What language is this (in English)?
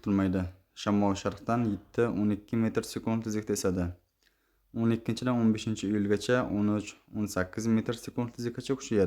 Uzbek